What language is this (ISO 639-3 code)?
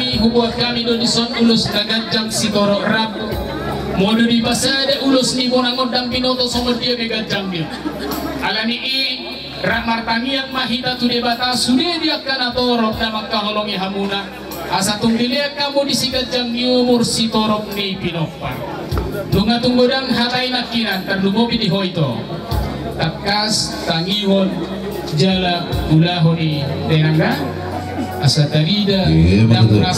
bbc